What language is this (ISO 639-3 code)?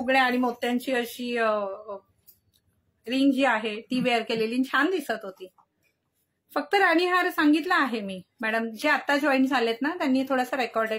mar